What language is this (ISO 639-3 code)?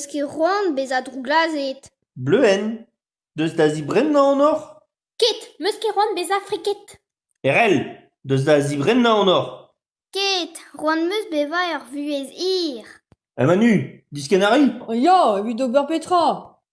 bre